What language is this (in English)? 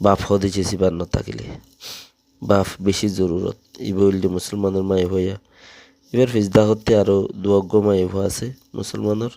Rohingya